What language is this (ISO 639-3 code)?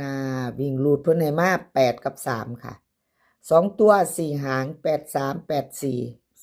tts